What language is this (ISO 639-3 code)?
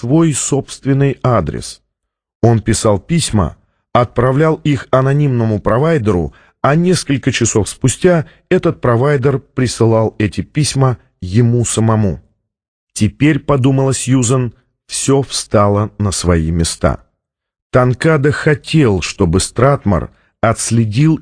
rus